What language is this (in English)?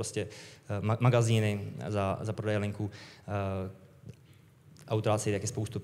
Czech